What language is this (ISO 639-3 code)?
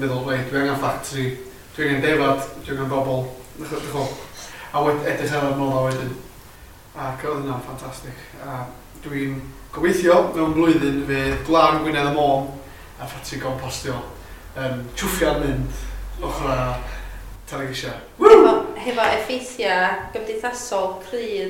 cym